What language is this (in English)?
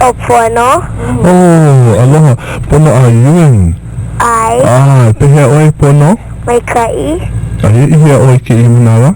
Hawaiian